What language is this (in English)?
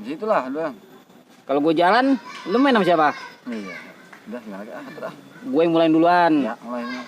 Betawi